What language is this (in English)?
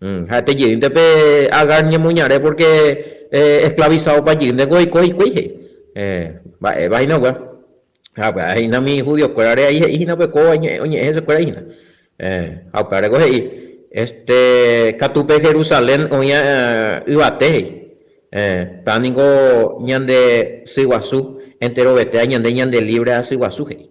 Guarani